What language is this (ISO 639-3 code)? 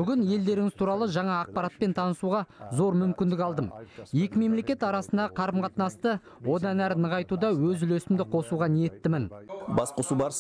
kaz